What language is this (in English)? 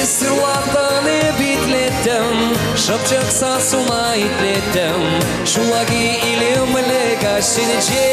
Chuvash